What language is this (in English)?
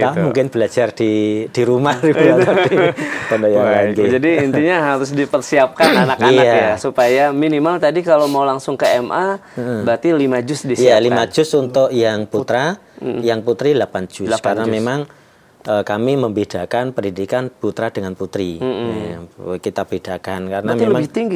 Indonesian